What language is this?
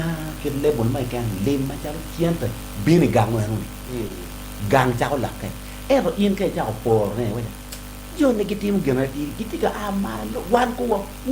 Acoli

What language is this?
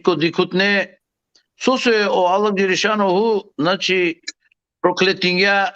Balkan Romani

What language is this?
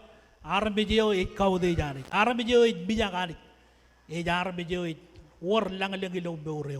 Marshallese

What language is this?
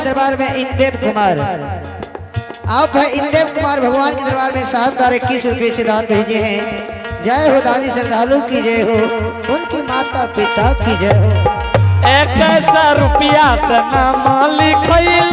Angika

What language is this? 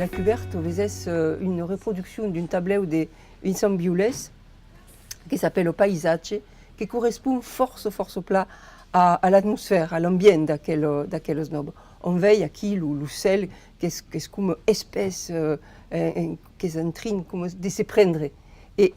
Occitan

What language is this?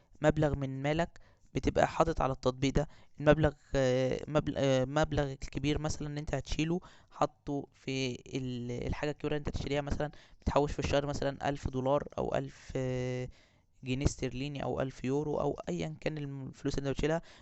Egyptian Arabic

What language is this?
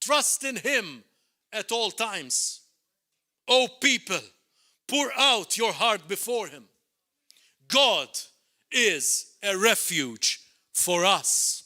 English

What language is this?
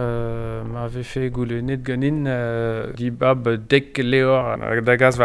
Breton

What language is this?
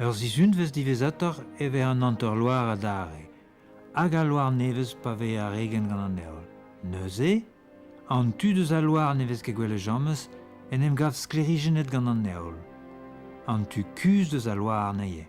Breton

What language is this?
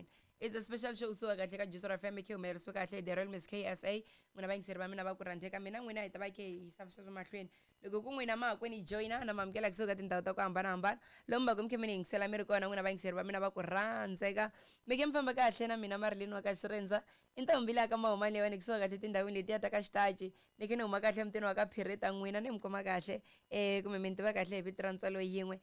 Tsonga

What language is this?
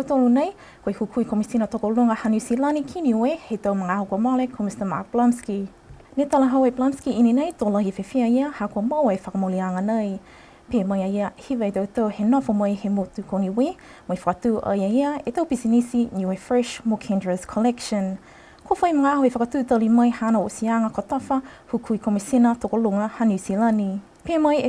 Niuean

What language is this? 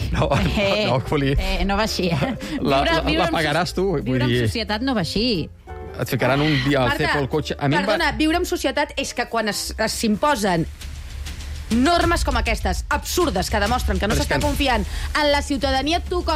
Catalan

